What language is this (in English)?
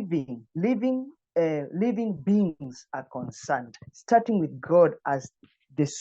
English